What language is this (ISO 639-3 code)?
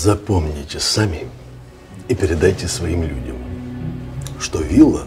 rus